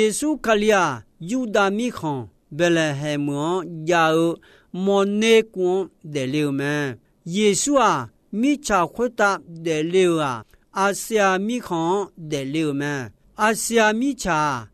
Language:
Akha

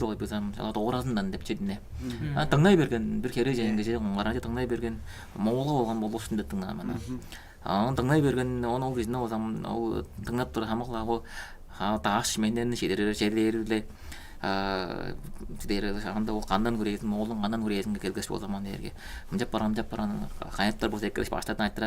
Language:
Tuvinian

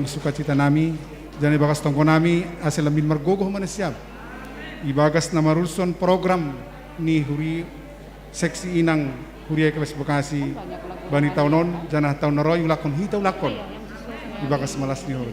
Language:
Batak Simalungun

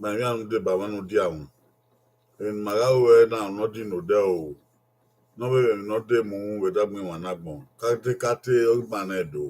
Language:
Bini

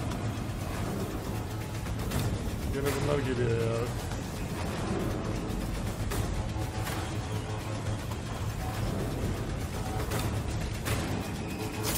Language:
Turkish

